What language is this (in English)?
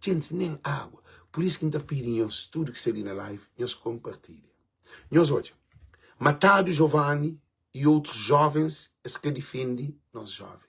Kabuverdianu